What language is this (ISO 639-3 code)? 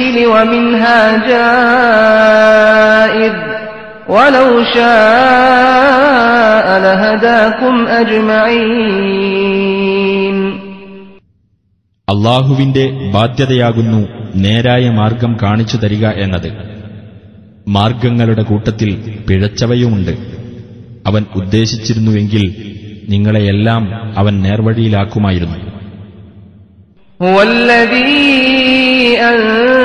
mal